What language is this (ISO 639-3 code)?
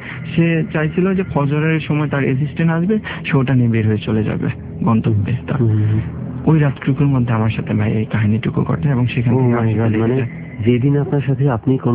ben